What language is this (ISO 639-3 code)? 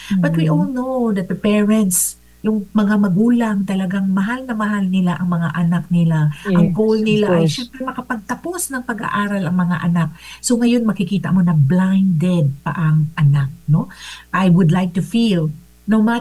fil